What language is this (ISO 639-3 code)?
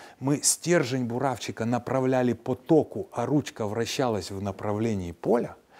rus